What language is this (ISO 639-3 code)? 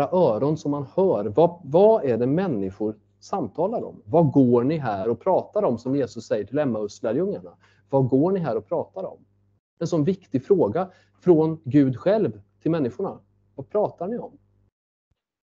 swe